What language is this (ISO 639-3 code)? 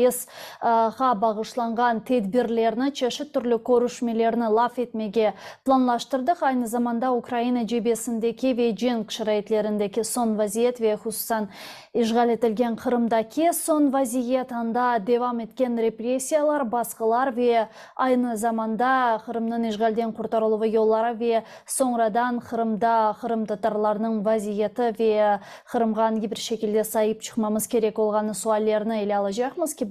crh